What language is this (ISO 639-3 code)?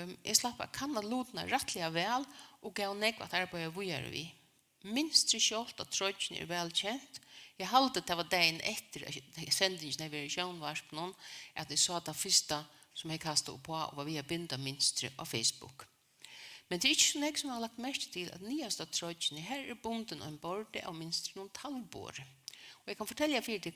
fao